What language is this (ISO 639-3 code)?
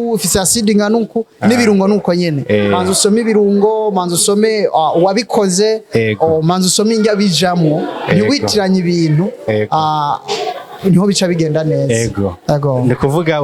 run